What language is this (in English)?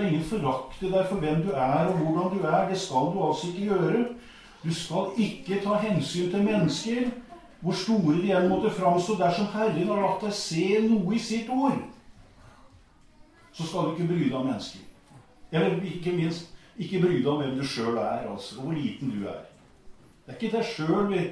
Norwegian